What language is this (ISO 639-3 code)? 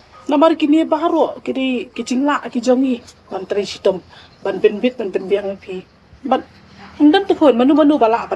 kha